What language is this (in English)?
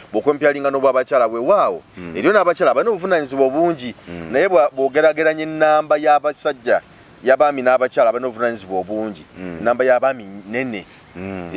Ganda